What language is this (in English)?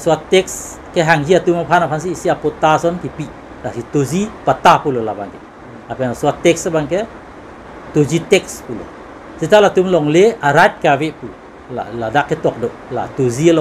Karbi